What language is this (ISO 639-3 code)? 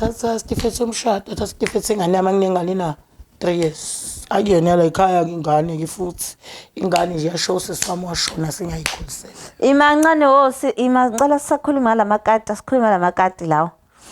zul